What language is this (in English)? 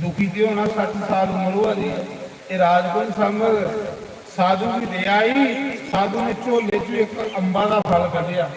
Dogri